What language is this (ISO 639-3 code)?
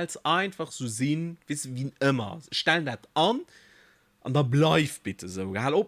ltz